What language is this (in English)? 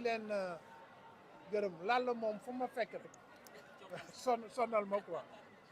Wolof